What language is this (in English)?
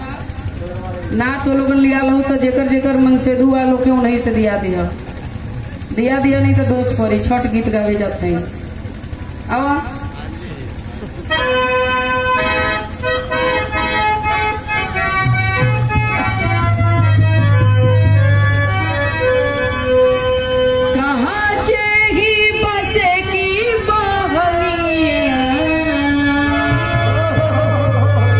Bhojpuri